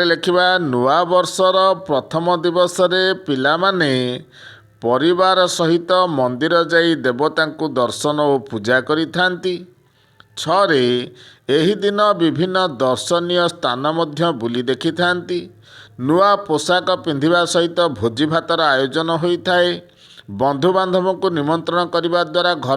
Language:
Odia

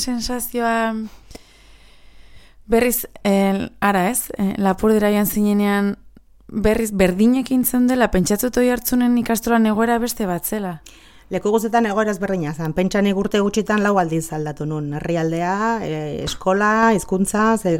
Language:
Basque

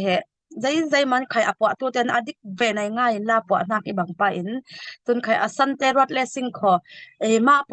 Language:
Falam Chin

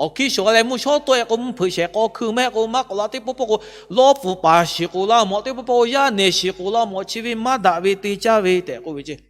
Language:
Lahu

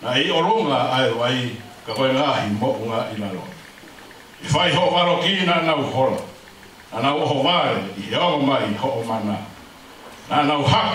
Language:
Tongan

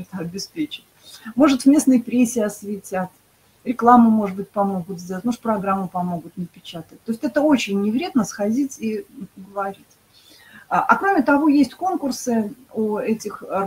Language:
Russian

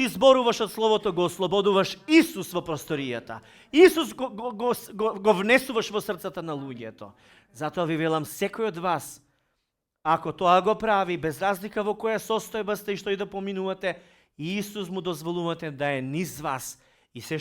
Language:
Macedonian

